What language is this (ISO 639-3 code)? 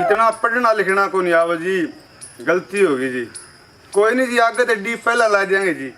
bgc